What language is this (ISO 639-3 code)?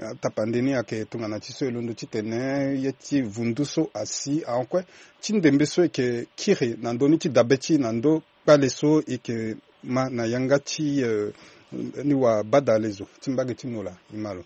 sag